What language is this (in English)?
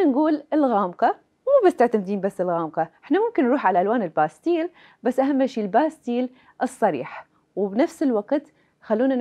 Mesopotamian Arabic